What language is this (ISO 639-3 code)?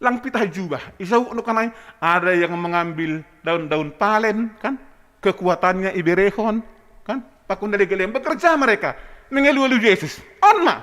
bts